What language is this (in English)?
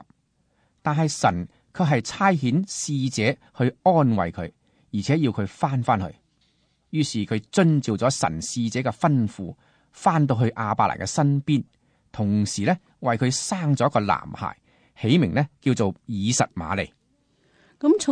Cantonese